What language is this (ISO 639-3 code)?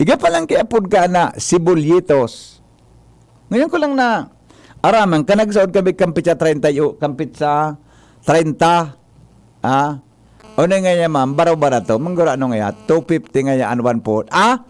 bik